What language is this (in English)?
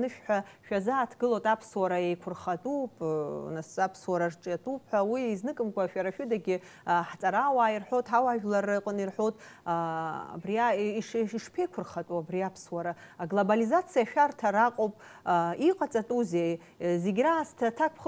Abkhazian